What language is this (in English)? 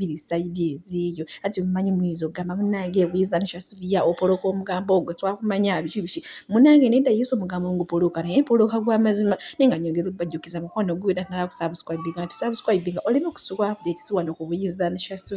Ganda